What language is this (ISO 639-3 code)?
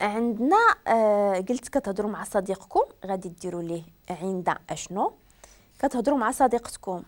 ary